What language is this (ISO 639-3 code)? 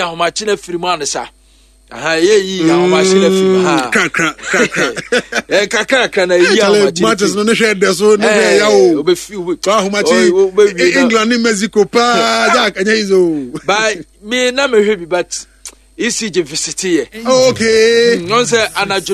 aka